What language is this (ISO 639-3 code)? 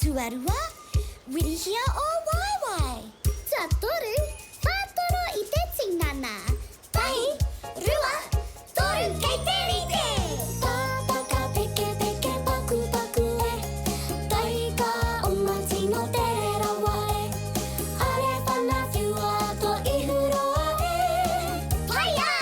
mri